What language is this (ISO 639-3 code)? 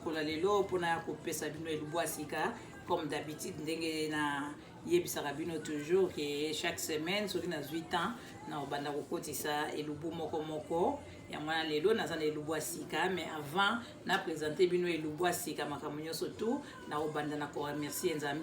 lin